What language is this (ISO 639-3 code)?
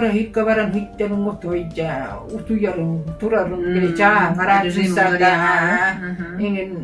sah